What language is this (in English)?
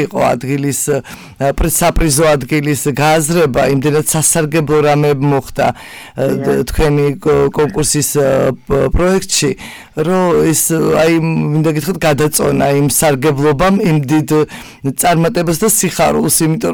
Georgian